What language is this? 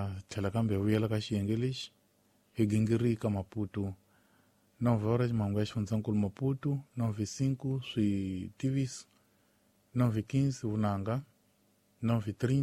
Tsonga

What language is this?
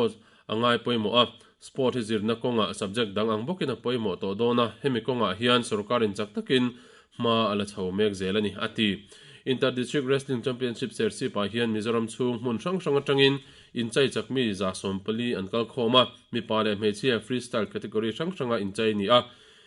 Mizo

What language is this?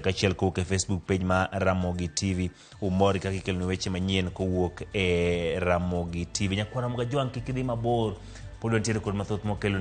Luo (Kenya and Tanzania)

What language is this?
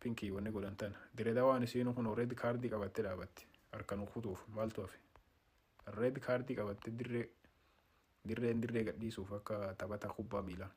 Oromo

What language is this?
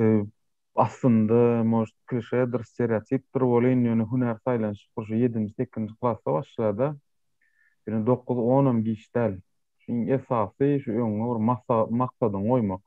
Turkmen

